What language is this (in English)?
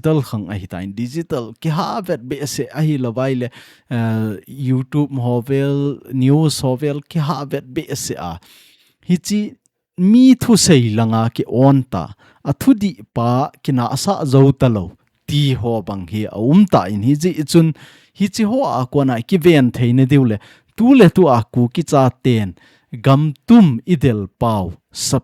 Thado Chin